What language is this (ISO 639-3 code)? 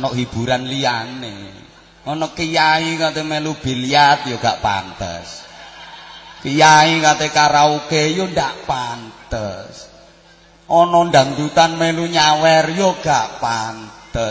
jav